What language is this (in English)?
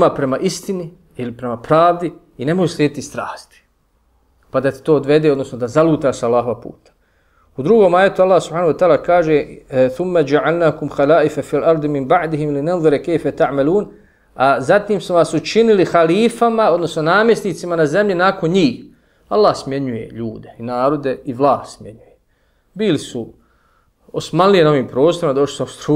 Bosnian